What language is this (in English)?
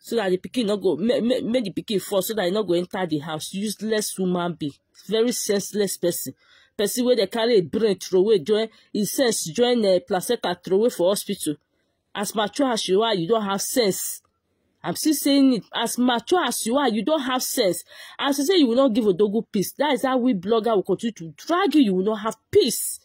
Nigerian Pidgin